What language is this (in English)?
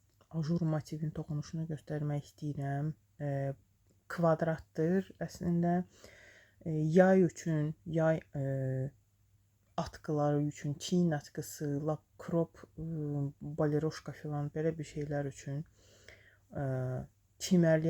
Azerbaijani